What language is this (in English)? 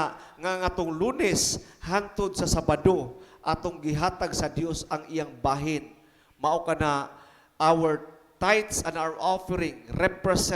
Cebuano